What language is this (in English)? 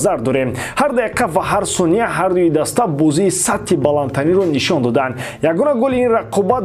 Tajik